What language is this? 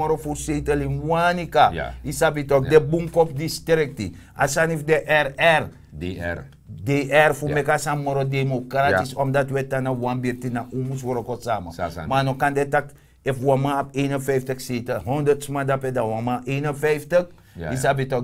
Sranan Tongo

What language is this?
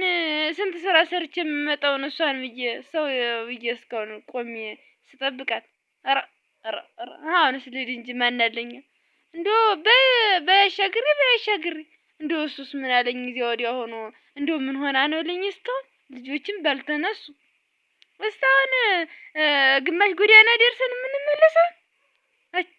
Amharic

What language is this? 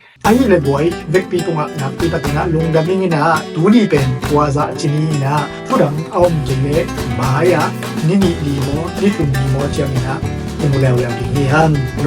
Tedim Chin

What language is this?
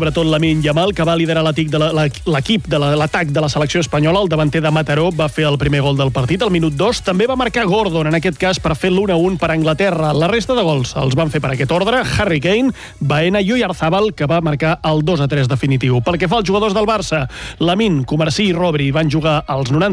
Catalan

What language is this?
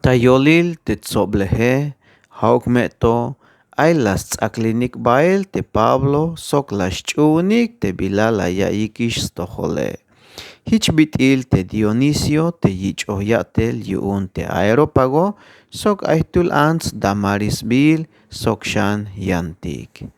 Tzeltal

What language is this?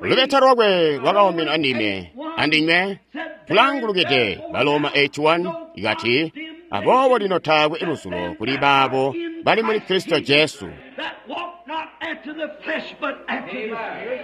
Tonga (Zambia)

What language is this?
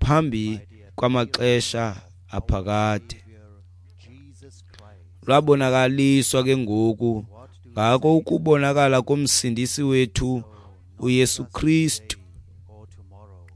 Xhosa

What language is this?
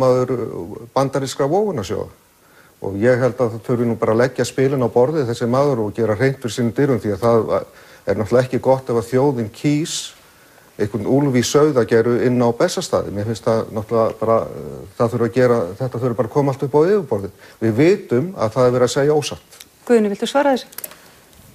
Icelandic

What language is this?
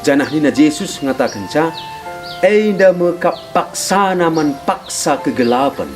Batak Karo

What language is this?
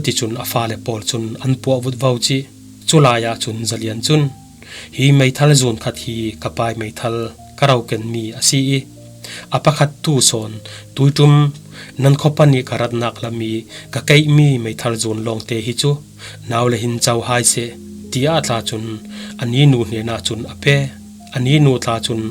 Falam Chin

